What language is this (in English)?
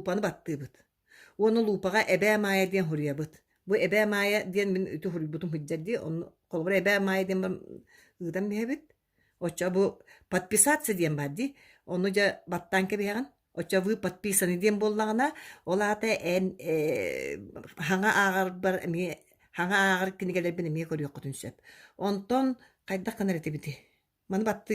Yakut